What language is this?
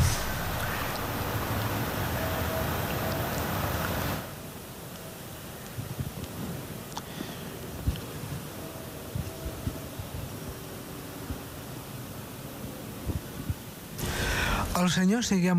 Catalan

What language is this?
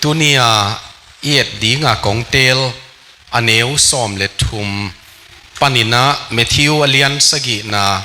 Tedim Chin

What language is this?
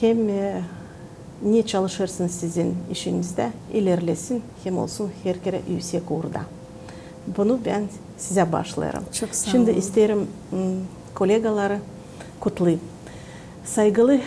Gagauz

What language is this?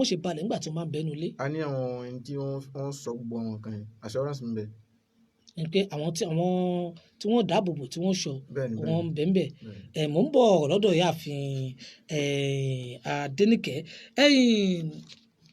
Yoruba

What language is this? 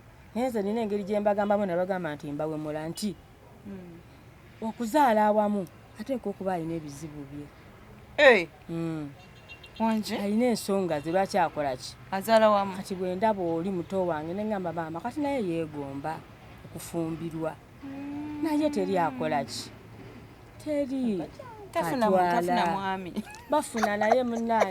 Ganda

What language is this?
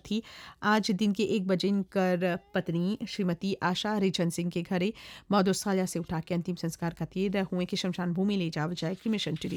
Bhojpuri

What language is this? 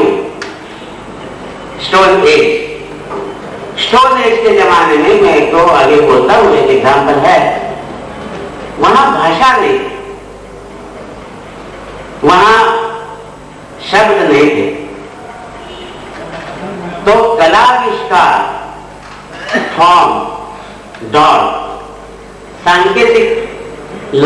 Gujarati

